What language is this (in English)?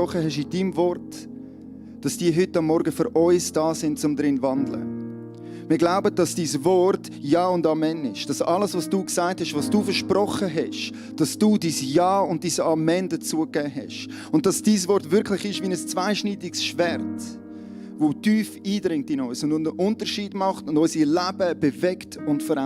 Swiss German